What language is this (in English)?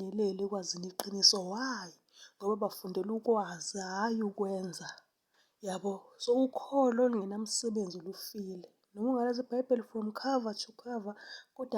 Zulu